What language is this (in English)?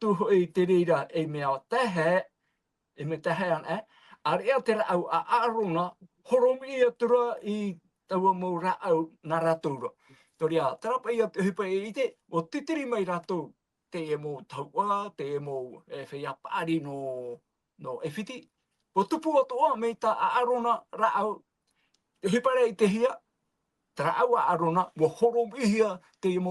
Tahitian